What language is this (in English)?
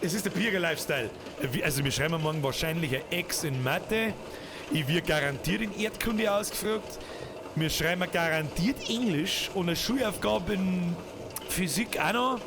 Bavarian